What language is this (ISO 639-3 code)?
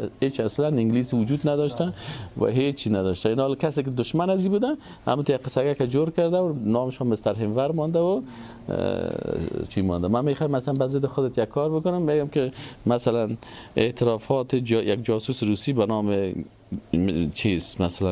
fas